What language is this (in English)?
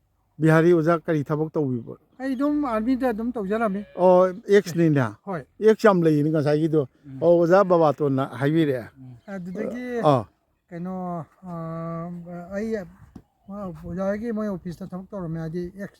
Manipuri